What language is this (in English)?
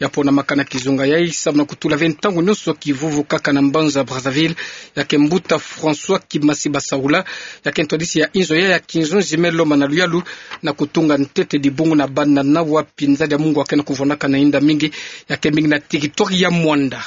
Kituba (Democratic Republic of Congo)